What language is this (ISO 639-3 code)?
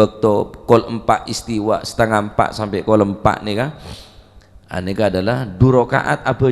mad